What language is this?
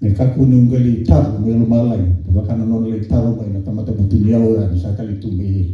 Fijian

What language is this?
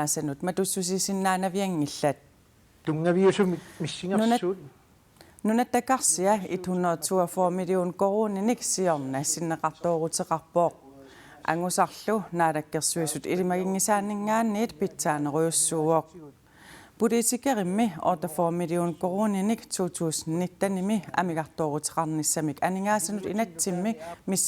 Kalaallisut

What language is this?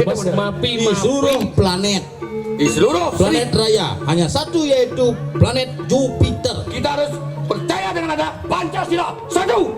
Balinese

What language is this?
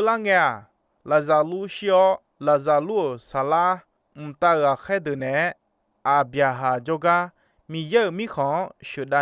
Akha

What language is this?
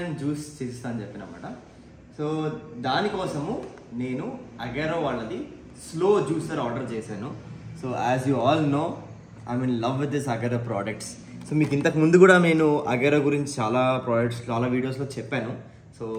Telugu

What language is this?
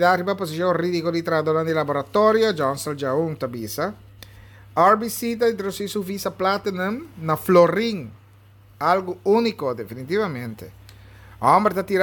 Papiamento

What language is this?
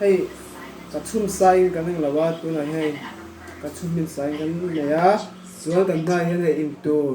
Mizo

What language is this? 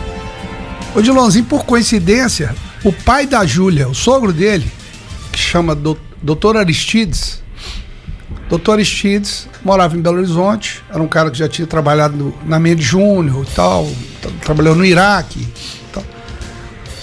Portuguese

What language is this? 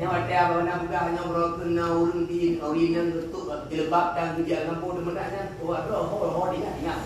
Achinese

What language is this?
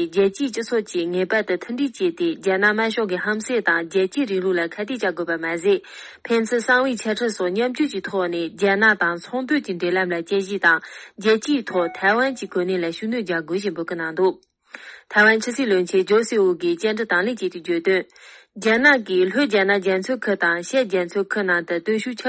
Tibetan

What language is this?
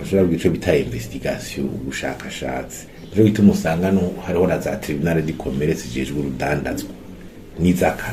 Rundi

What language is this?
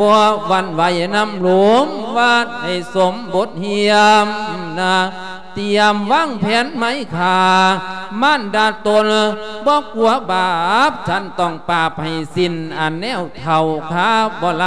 Lao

